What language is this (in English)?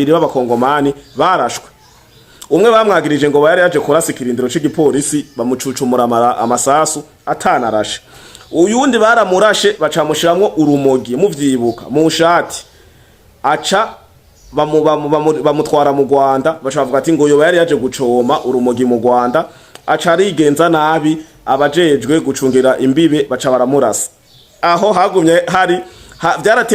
Rundi